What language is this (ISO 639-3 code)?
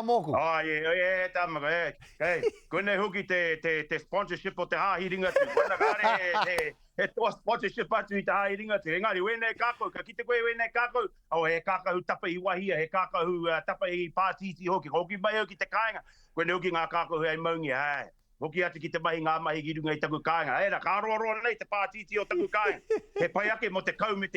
mri